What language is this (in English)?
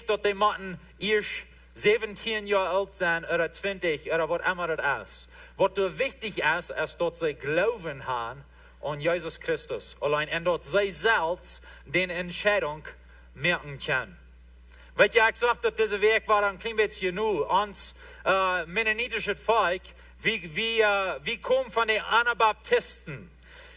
Plautdietsch